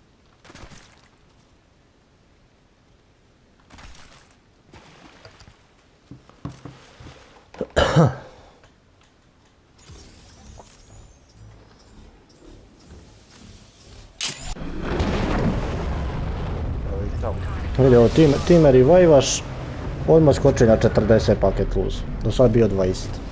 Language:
Croatian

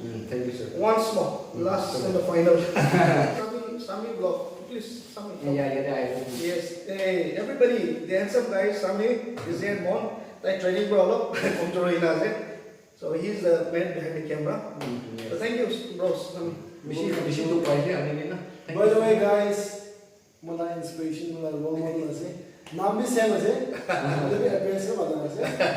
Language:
Naga Pidgin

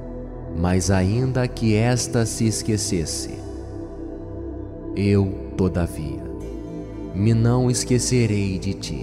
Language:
Portuguese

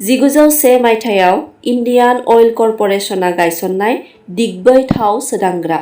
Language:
Bodo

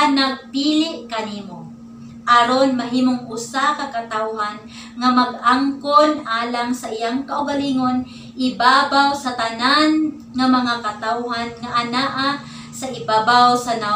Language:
Cebuano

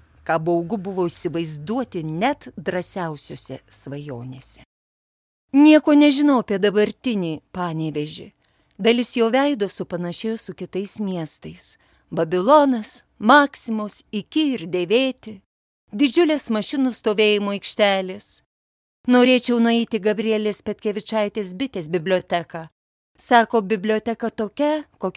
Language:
Lithuanian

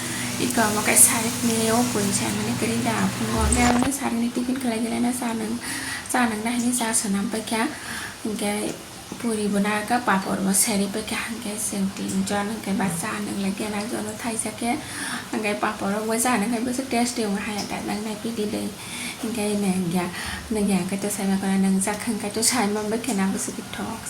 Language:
Kok Borok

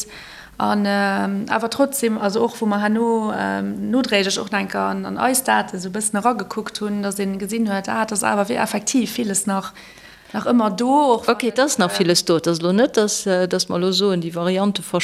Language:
Luxembourgish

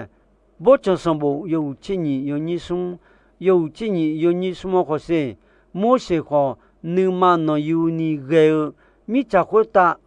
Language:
Akha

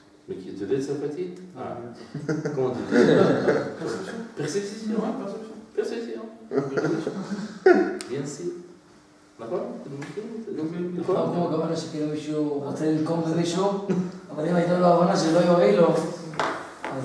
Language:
Hebrew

